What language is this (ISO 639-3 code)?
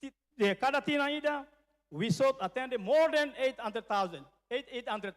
tet